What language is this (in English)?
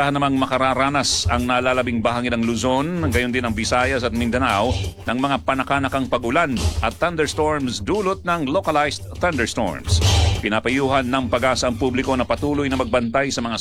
Filipino